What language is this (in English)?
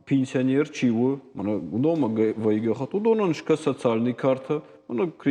Ossetic